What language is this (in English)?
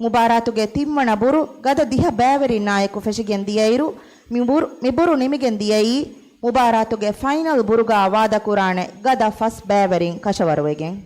Divehi